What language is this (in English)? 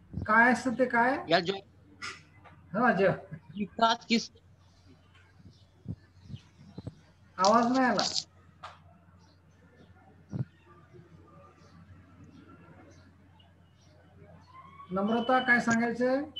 Marathi